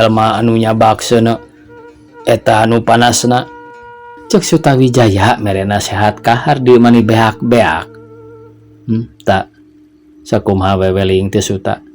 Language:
Sundanese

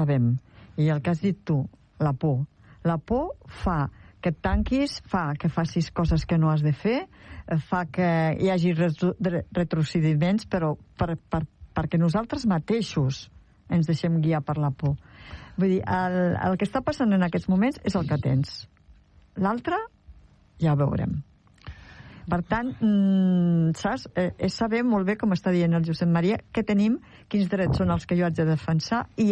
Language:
Catalan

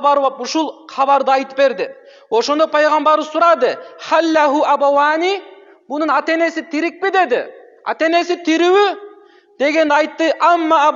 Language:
Kyrgyz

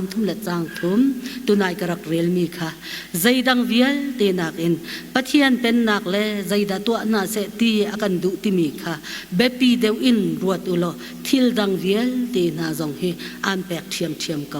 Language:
Hakha Chin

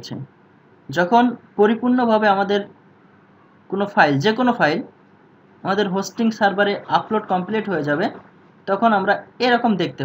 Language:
Bangla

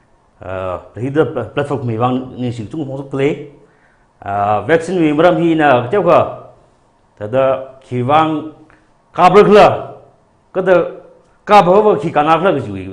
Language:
Tangkhul Naga (India)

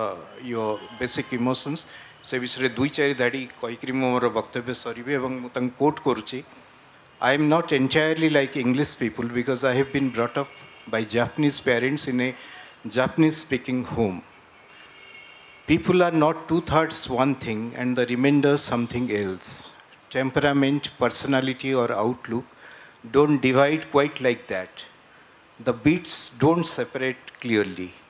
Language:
Odia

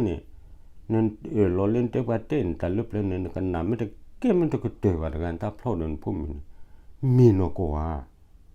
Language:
S'gaw Karen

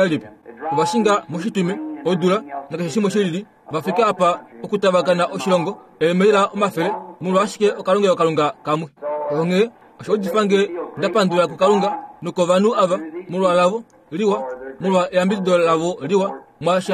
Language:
Kuanyama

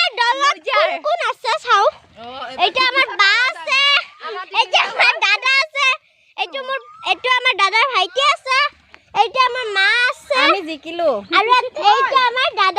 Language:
Assamese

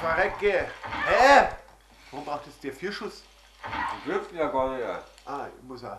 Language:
Bavarian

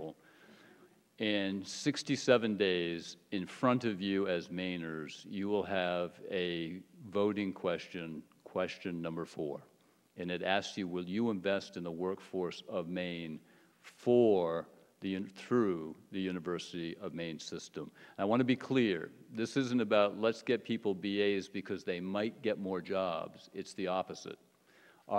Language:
English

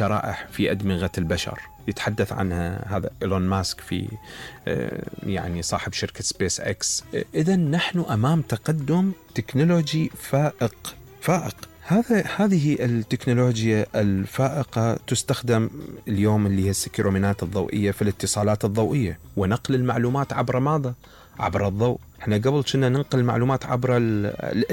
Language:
Mesopotamian Arabic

